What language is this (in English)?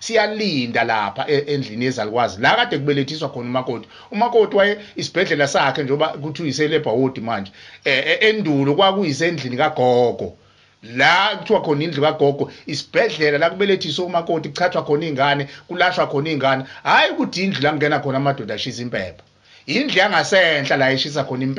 Zulu